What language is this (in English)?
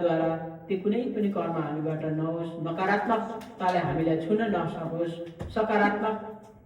Nepali